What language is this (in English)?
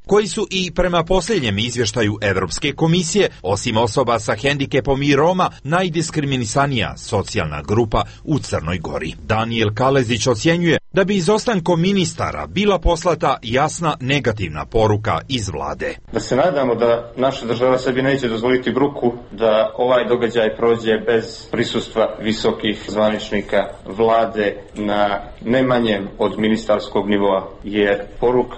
Serbian